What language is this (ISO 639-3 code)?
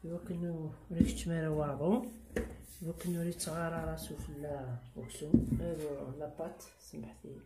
kab